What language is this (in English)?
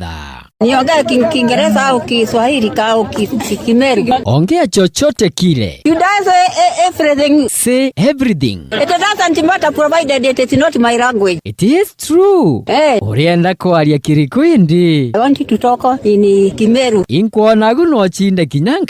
Meru